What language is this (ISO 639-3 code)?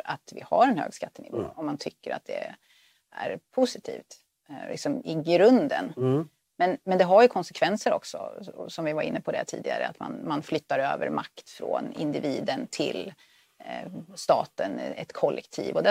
swe